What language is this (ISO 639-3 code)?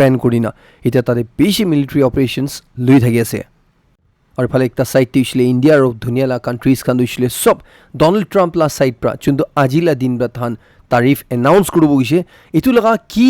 nag